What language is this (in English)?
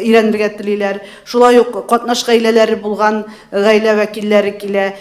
Tatar